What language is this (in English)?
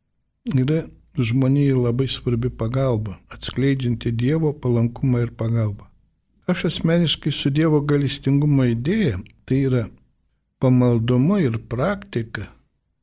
Lithuanian